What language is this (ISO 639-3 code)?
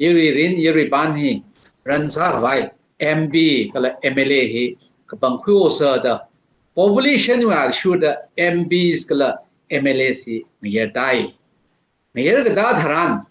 nmf